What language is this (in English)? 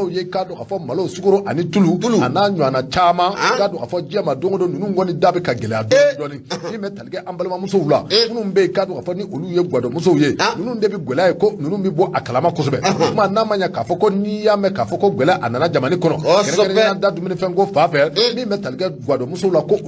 Bambara